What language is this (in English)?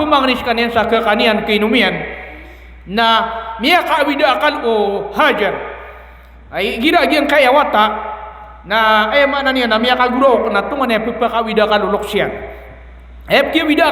Maranao